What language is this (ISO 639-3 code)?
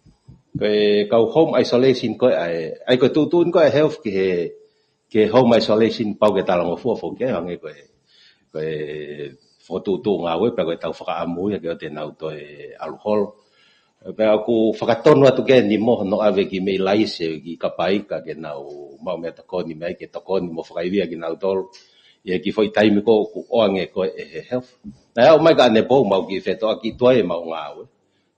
ton